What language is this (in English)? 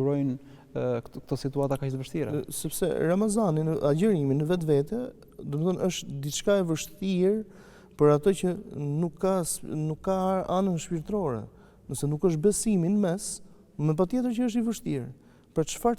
Albanian